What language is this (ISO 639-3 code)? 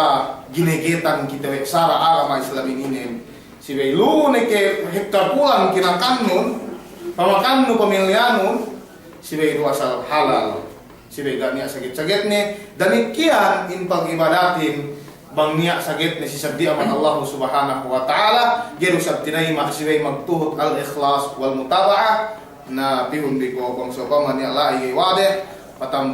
yka